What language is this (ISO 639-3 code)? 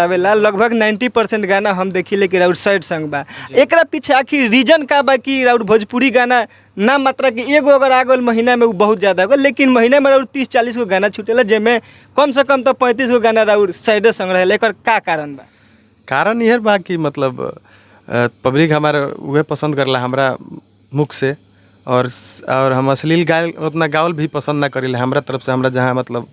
bho